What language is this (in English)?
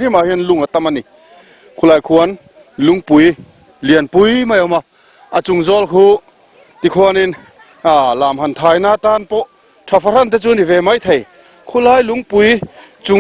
Mizo